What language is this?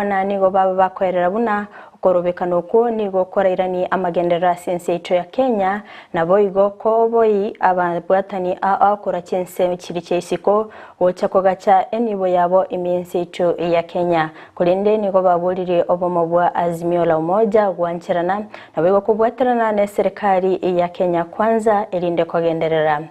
Gusii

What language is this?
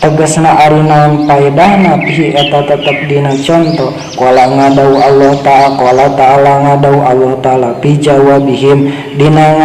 Sundanese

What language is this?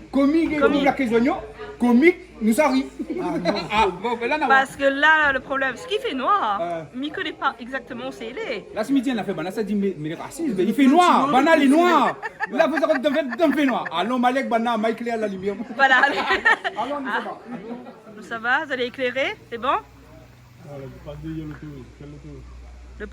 Réunion Creole French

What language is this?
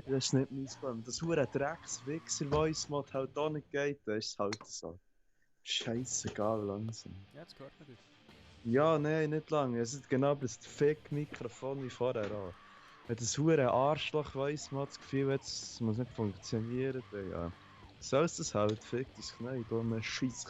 Swiss German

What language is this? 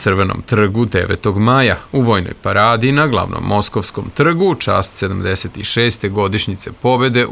Serbian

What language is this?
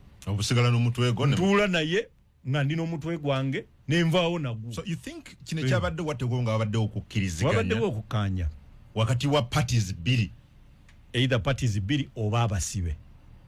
Ganda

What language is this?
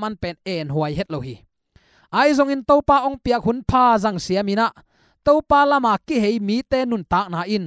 Tedim Chin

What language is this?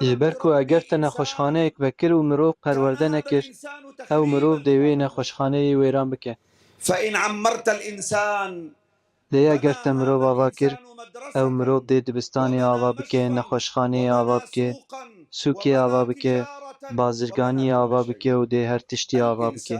Kurdish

